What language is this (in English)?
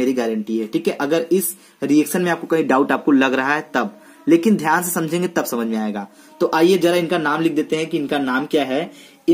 Hindi